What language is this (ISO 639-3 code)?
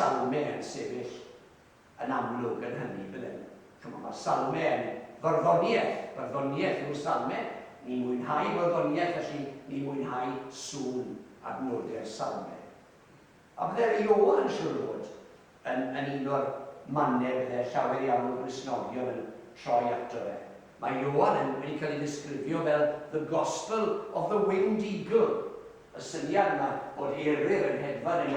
cym